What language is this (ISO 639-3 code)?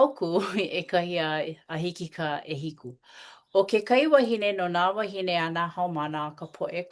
haw